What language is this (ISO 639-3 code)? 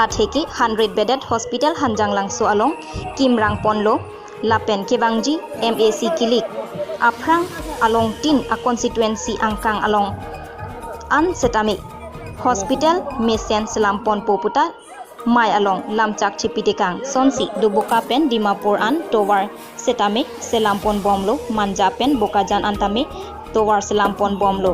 mjw